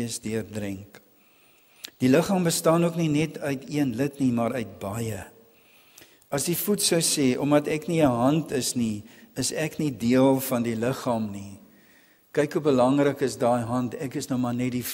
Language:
Afrikaans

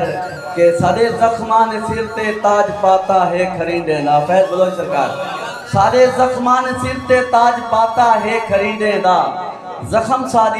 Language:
Saraiki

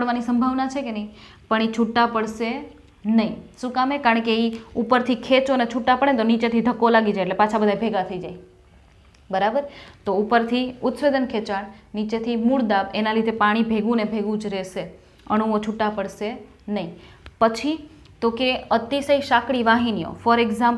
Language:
Gujarati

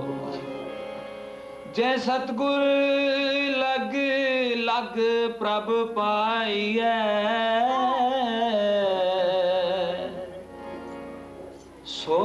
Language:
Punjabi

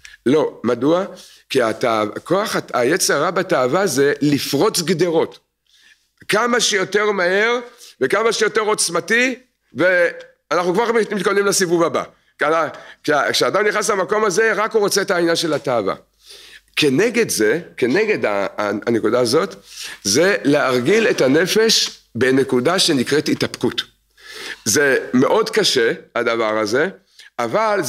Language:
Hebrew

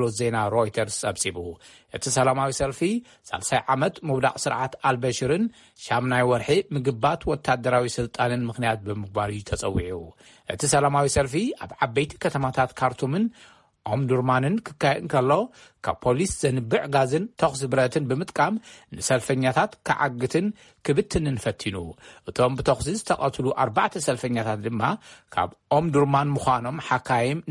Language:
Tigrinya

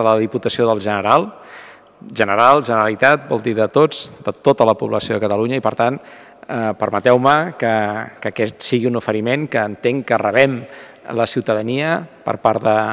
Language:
Catalan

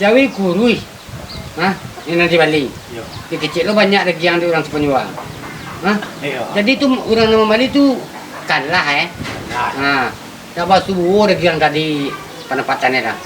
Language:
Minangkabau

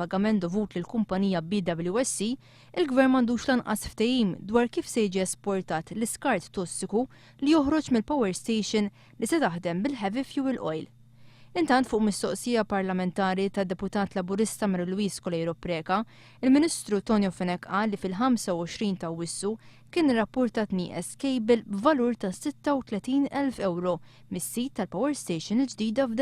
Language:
Maltese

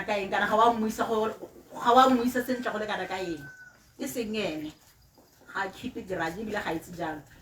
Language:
Tswana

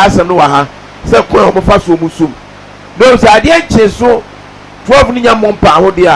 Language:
Akan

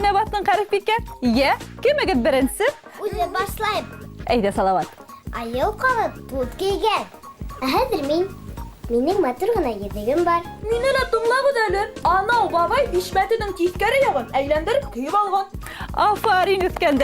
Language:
Bashkir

